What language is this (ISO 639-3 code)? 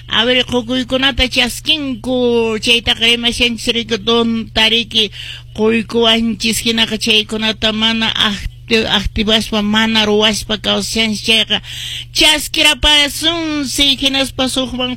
que